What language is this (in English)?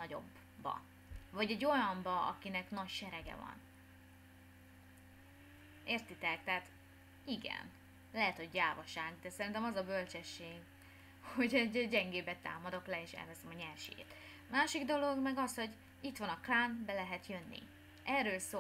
Hungarian